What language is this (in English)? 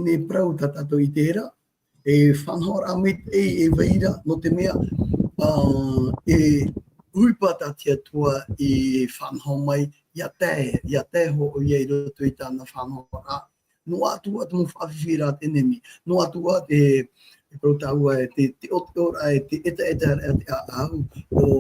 Tahitian